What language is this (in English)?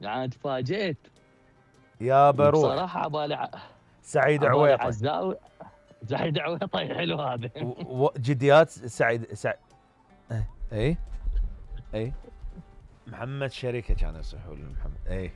Mesopotamian Arabic